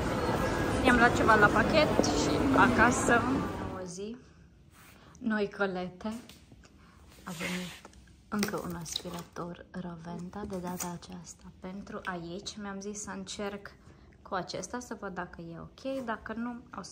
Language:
Romanian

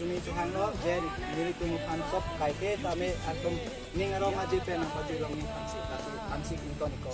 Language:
Karbi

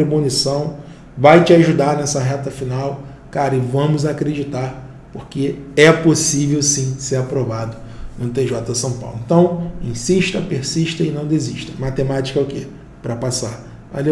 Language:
Portuguese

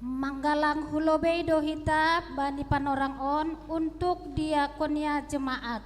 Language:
Batak Simalungun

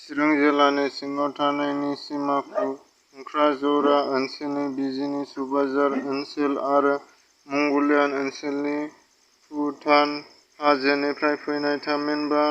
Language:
Bodo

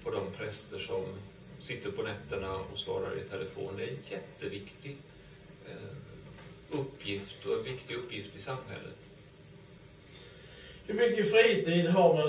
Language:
Swedish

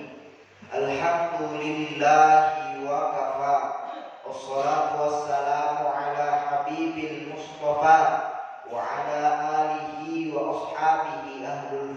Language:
Buginese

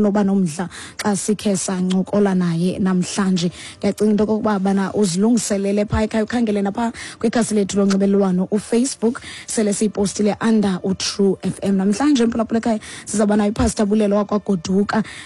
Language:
Xhosa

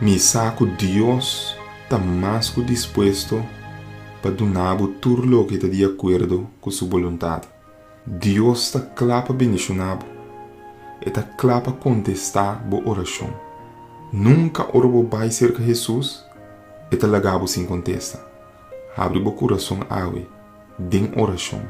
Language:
Papiamento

